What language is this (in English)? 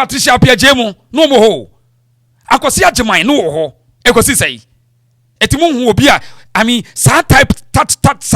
Akan